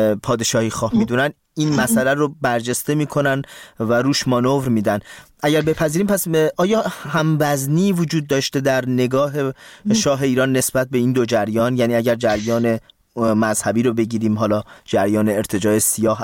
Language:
Persian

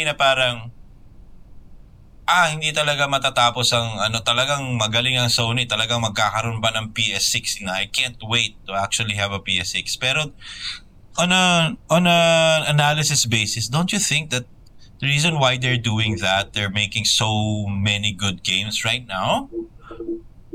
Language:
Filipino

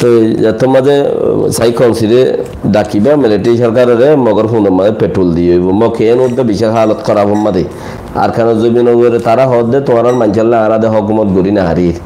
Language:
Rohingya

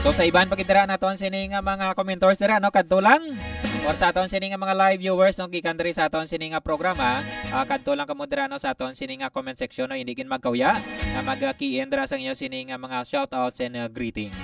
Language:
Hiligaynon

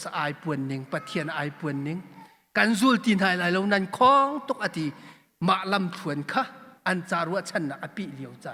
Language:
Hakha Chin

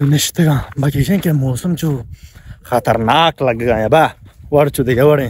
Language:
Baluchi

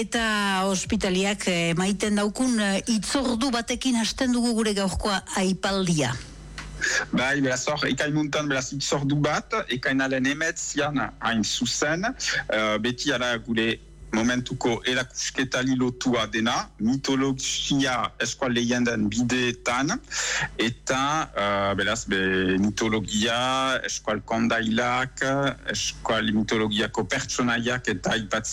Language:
Basque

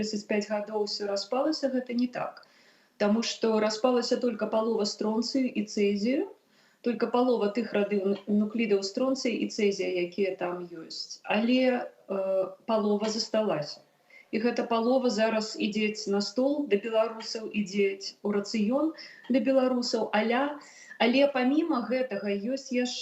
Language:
Belarusian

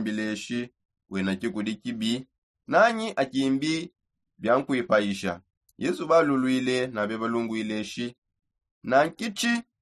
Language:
Songe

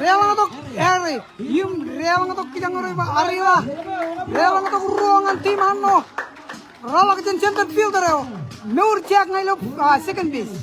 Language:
Marshallese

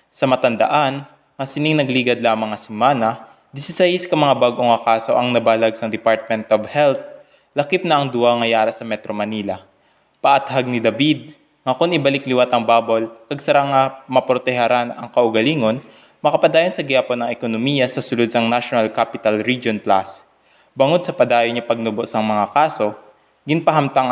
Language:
Hiligaynon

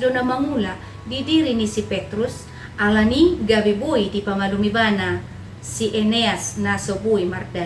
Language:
Batak Toba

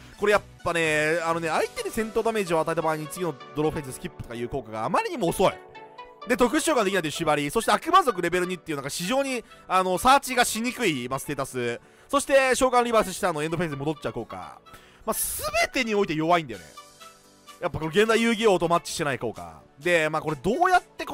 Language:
Japanese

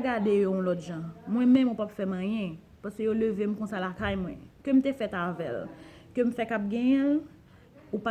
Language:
Haitian Creole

